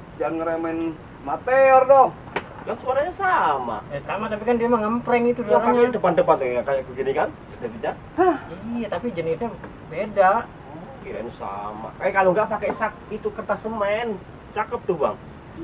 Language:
Betawi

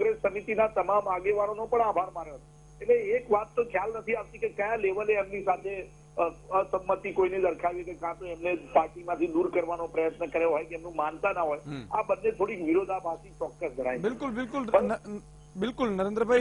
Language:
Gujarati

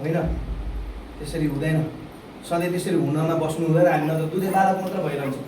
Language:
Nepali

